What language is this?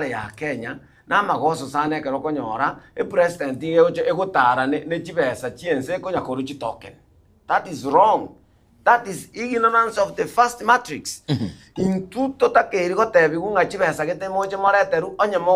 Gusii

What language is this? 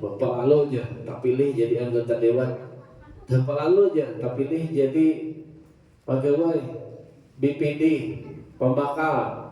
Banjar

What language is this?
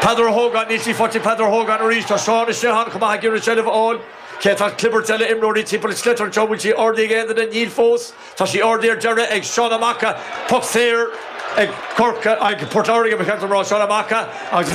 Irish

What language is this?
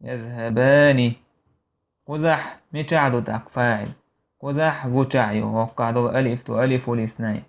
Chechen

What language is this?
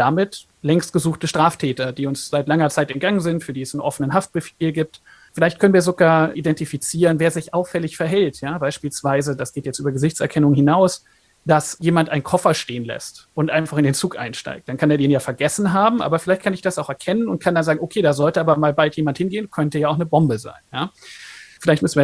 German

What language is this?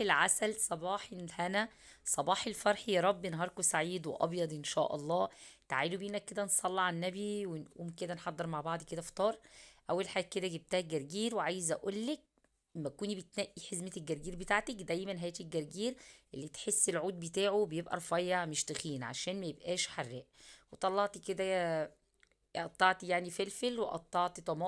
Egyptian Arabic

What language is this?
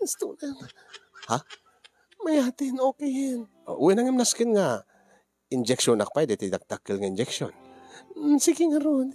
Iloko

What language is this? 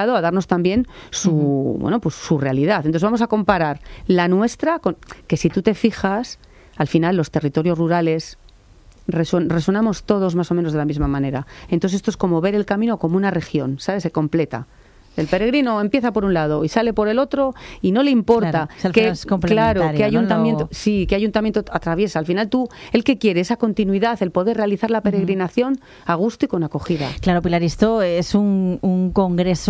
Spanish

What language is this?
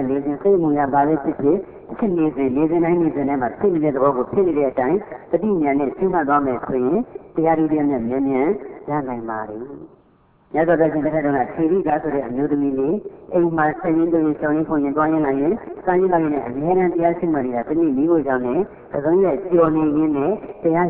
Burmese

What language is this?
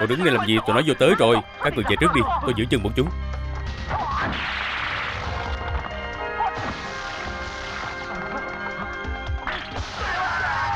Vietnamese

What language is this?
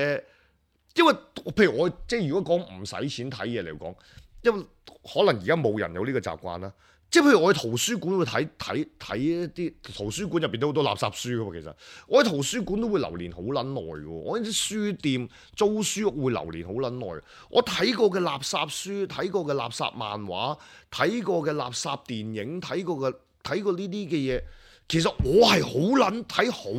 Cantonese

